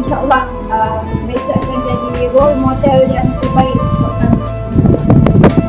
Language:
Malay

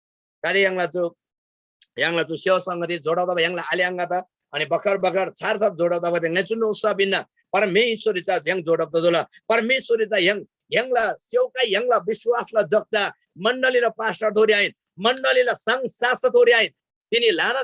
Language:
Eastern Tamang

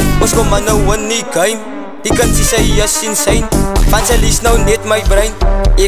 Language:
Afrikaans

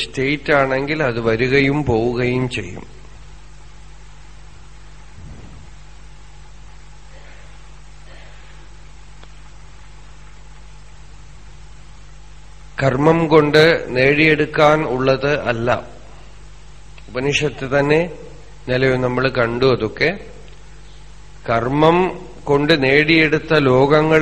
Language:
Malayalam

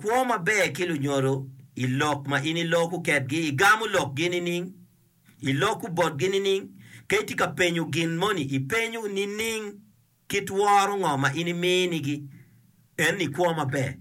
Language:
Acoli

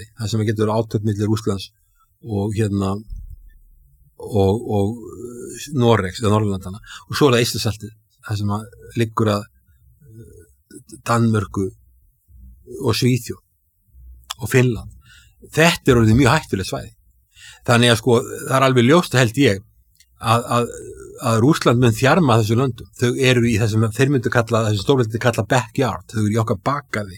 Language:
Icelandic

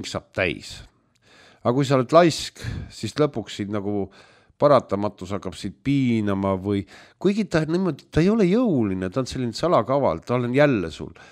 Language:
Estonian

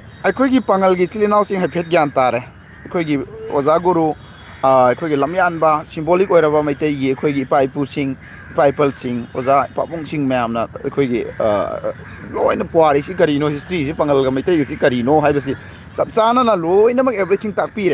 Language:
Manipuri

